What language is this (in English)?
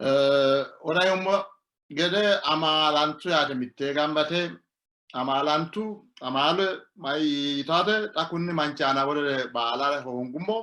Sidamo